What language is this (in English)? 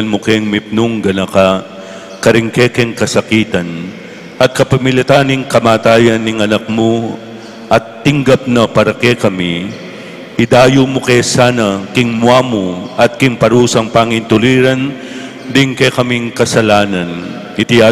Pampanga